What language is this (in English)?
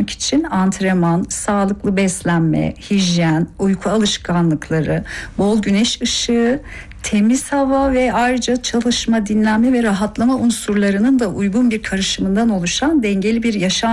Turkish